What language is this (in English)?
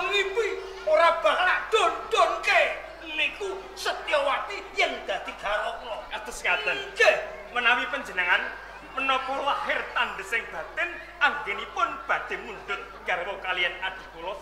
Javanese